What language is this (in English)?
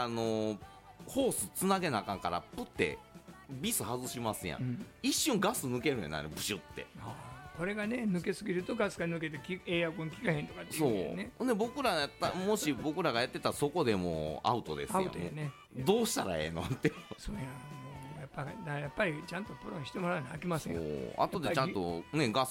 Japanese